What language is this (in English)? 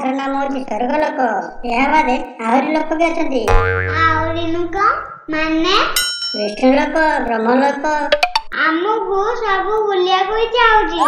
Odia